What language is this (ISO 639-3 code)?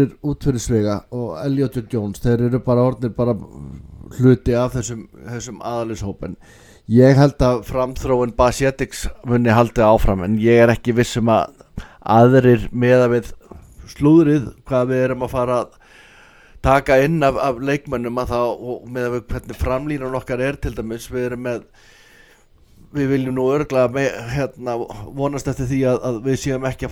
isl